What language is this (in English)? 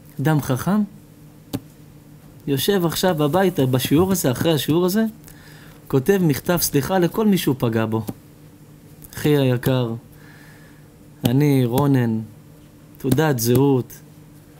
Hebrew